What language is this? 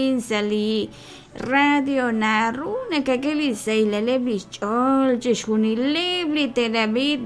Kekchí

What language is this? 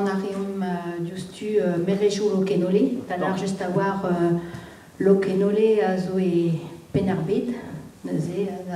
Breton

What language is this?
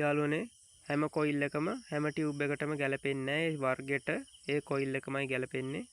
Sinhala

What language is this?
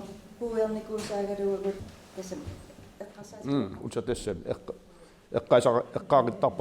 Kalaallisut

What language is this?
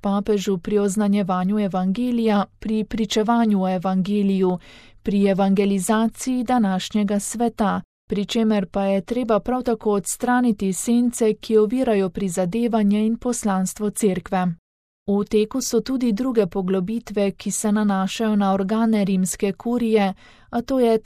Slovenian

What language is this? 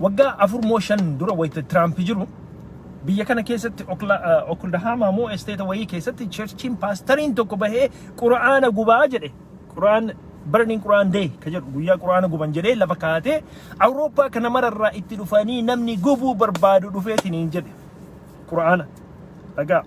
Oromo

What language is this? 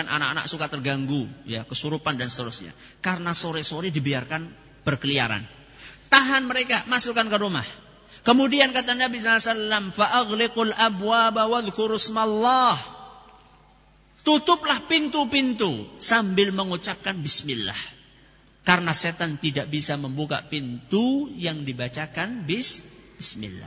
Indonesian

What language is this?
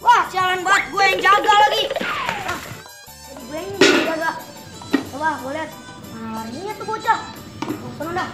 Betawi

